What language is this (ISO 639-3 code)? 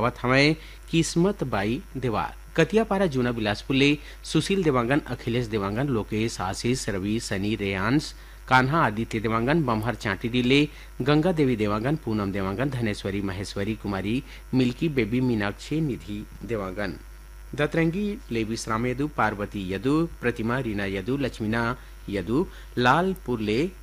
hne